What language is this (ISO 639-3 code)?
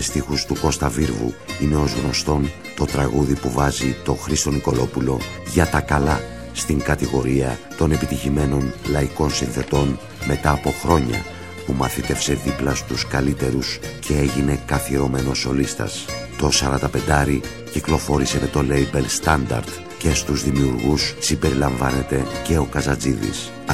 ell